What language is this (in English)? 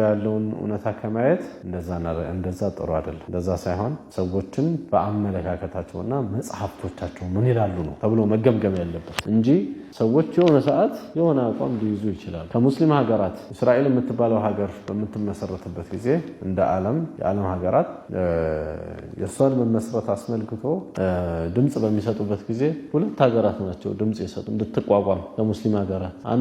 Amharic